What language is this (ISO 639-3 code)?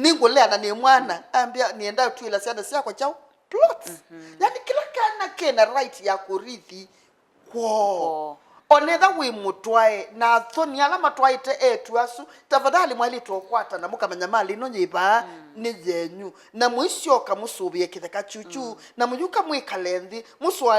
kam